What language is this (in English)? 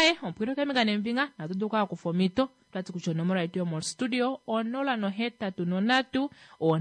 Kuanyama